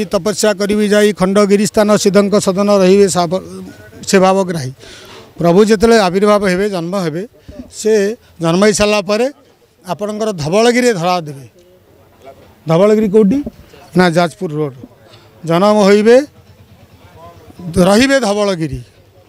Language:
Odia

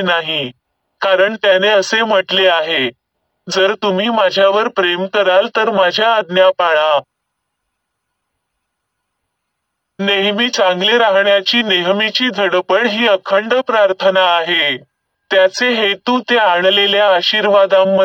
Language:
Marathi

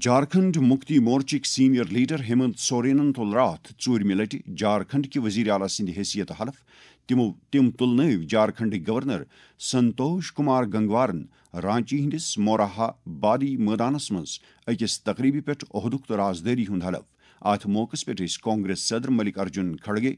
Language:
Kashmiri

